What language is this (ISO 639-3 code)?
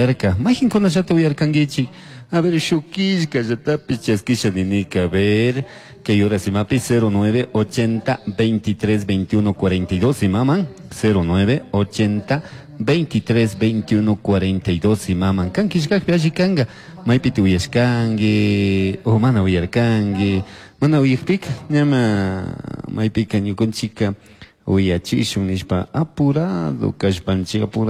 qug